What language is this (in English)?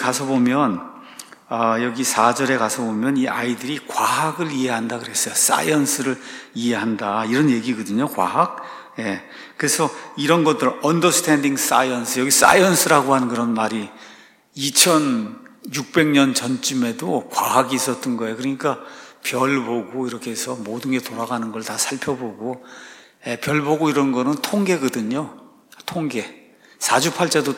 Korean